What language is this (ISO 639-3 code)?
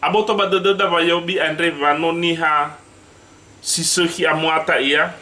nia